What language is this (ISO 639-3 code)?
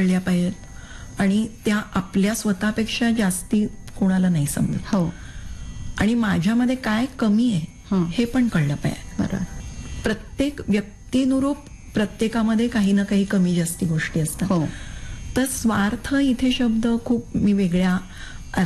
mar